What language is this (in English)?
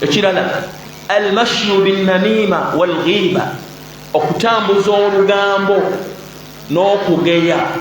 Ganda